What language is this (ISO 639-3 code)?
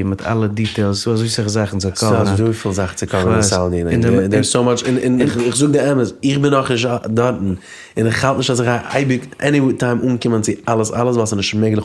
yid